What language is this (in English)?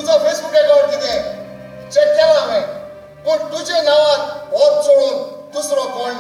Konkani